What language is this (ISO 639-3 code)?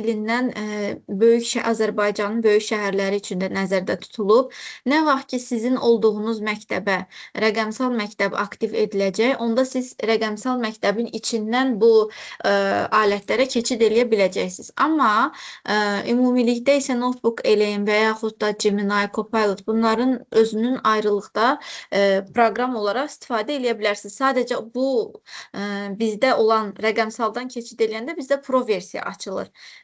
aze